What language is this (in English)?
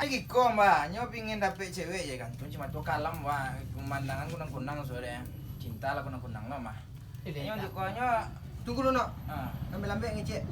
Minangkabau